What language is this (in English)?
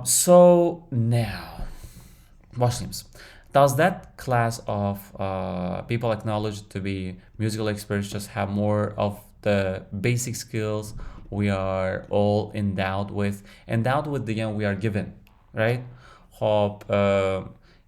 Uzbek